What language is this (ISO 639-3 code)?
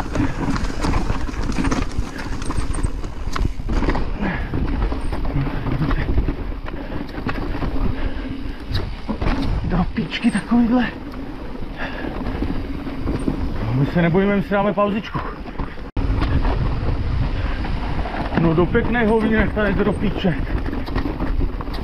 ces